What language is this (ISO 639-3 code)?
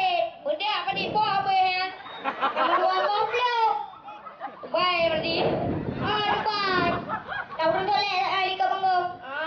ace